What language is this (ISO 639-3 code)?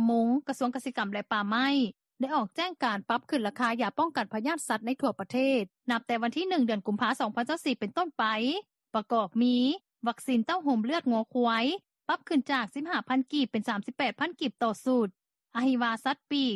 lao